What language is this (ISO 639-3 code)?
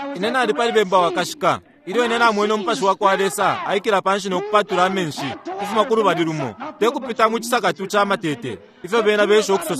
bem